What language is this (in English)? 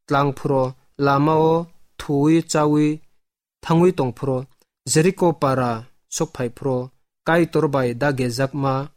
Kok Borok